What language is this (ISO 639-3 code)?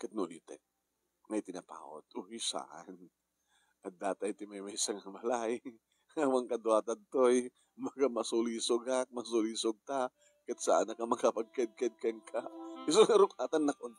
ilo